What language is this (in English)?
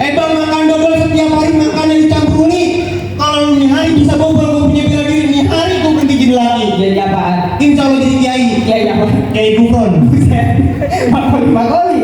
Betawi